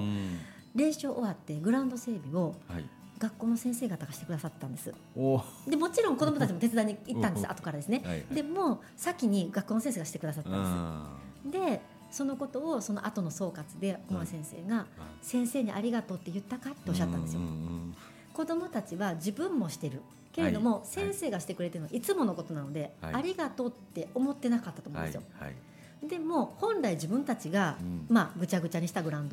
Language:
Japanese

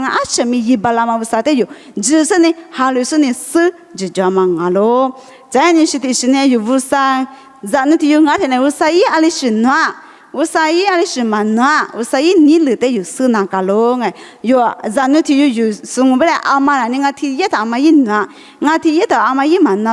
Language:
Lisu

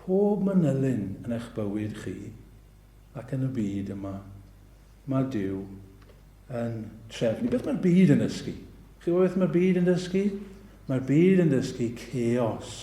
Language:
Welsh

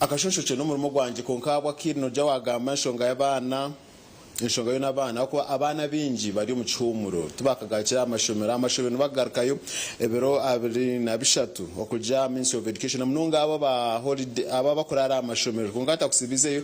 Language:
Nyankole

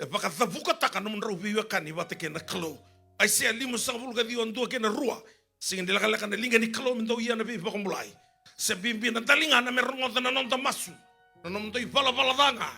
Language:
Fijian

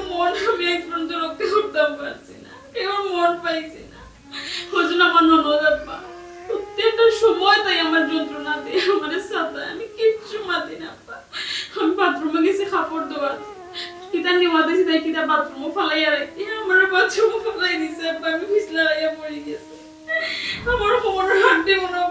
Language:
Sylheti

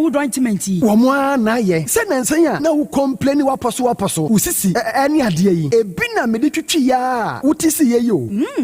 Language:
Akan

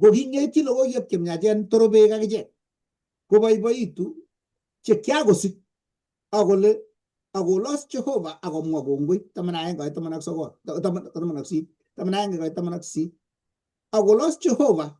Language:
Kalenjin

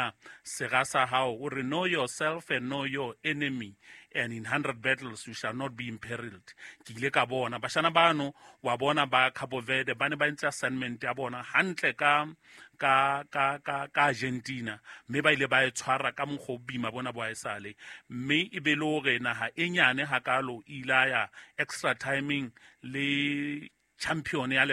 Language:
Southern Sotho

